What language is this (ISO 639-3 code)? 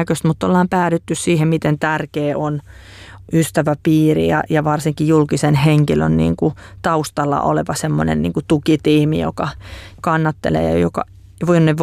fin